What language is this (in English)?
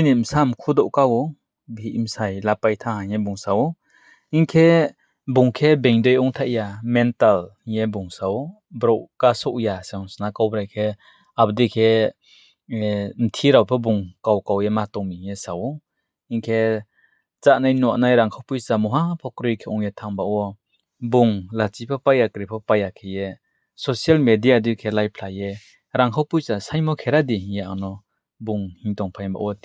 Riang (India)